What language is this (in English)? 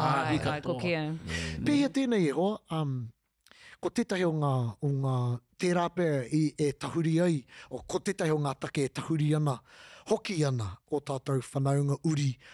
Māori